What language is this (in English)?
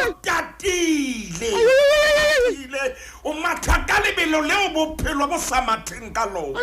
Southern Sotho